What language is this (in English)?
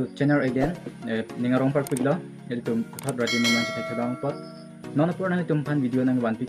Karbi